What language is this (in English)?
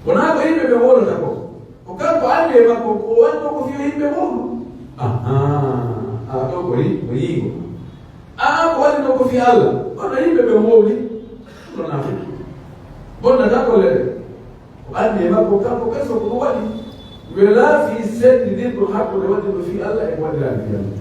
Pular